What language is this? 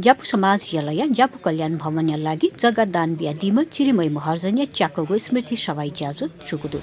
Newari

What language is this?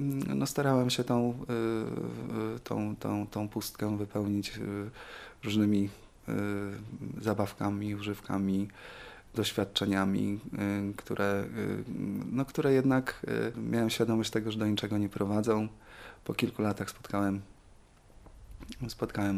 Polish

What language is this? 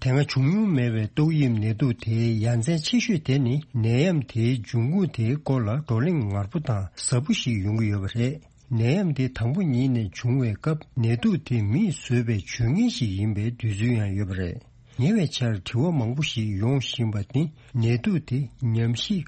Tibetan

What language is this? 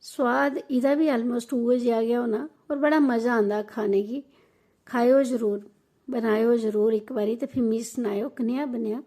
Dogri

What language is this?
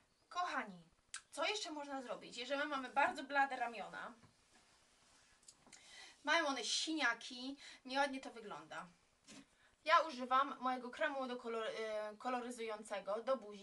Polish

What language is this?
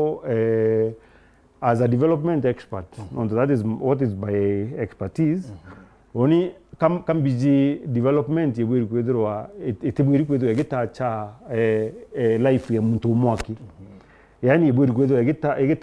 Meru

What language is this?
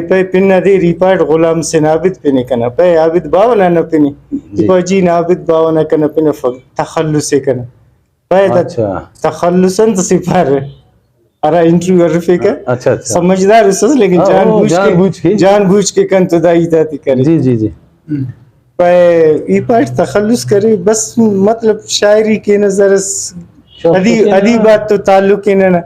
Brahui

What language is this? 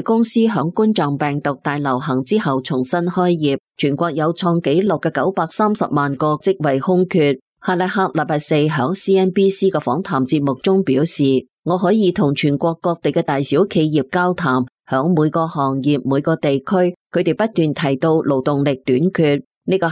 Cantonese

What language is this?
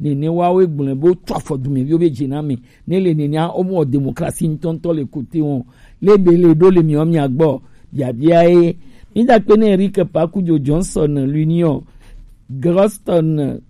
Gen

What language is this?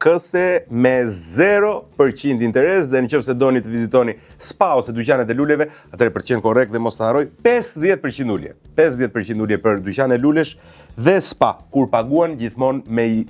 Albanian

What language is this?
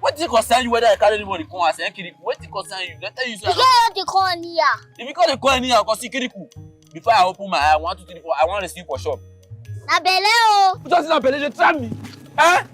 Nigerian Pidgin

